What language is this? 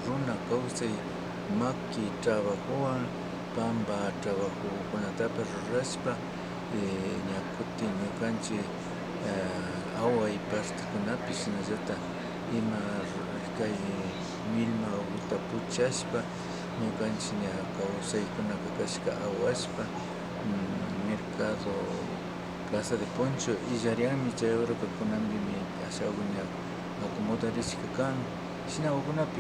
Imbabura Highland Quichua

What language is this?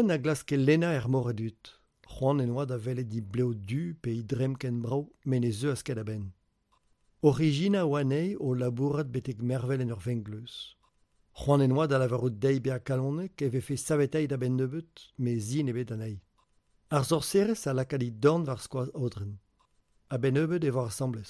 Breton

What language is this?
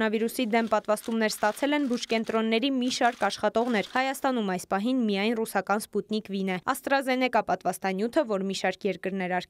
Armenian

